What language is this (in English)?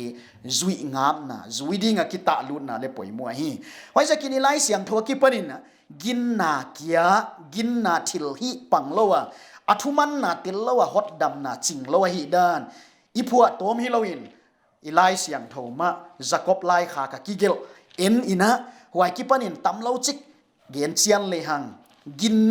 Paite Chin